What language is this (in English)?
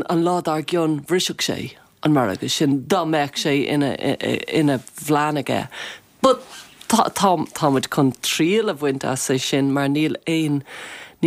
Irish